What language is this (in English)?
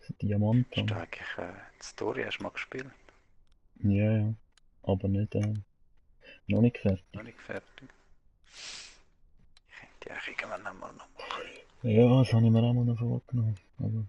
Swiss German